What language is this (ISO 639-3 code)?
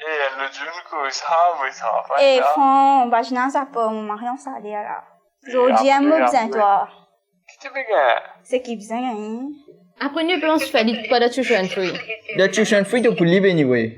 mfe